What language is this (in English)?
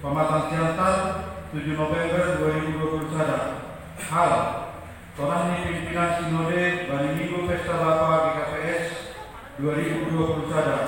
Batak Simalungun